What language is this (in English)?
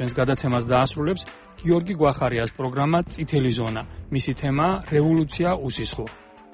Georgian